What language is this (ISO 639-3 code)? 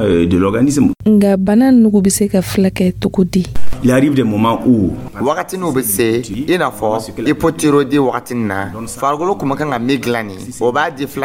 dyu